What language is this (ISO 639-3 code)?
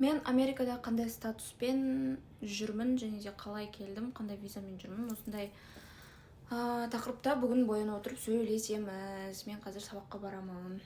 kaz